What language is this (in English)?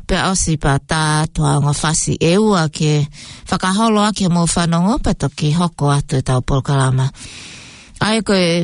Tongan